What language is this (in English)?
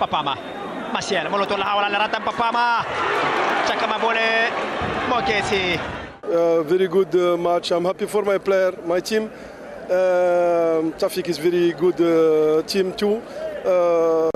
Tswana